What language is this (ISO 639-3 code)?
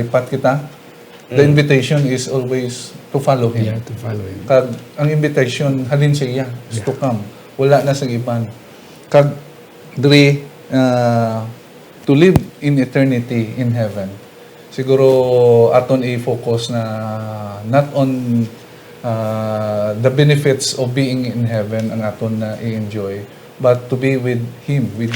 hil